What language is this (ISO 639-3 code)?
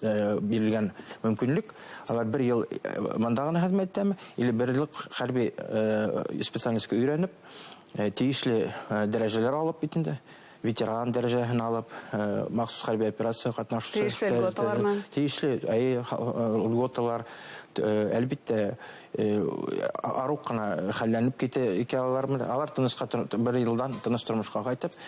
bak